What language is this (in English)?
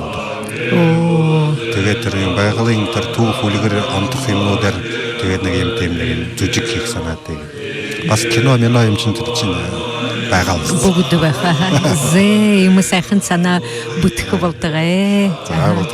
Buriat